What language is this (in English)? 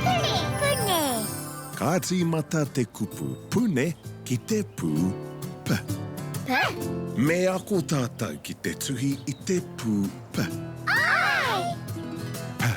Māori